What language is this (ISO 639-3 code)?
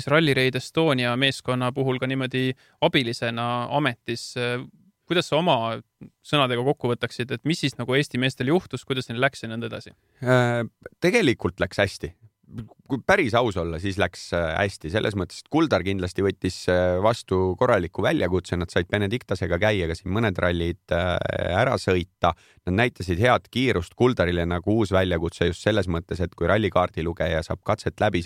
est